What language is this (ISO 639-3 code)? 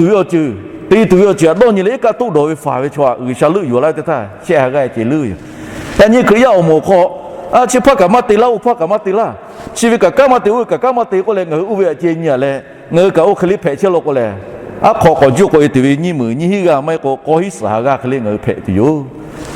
lhu